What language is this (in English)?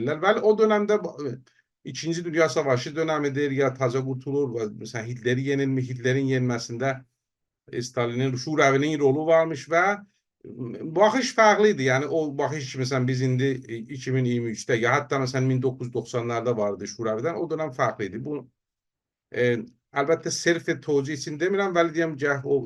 South Azerbaijani